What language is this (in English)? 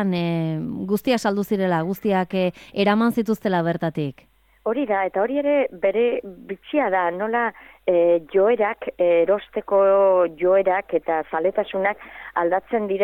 Basque